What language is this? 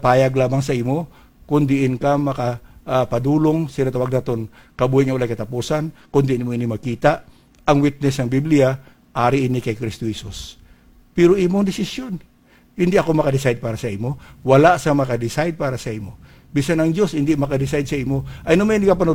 Hiligaynon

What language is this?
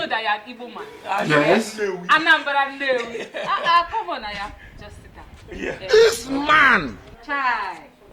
Nigerian Pidgin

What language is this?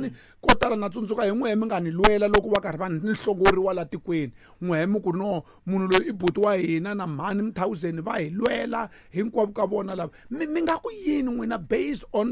Tsonga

